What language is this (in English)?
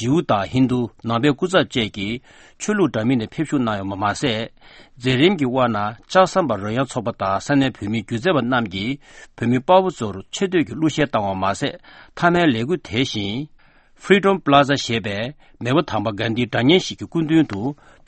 Tibetan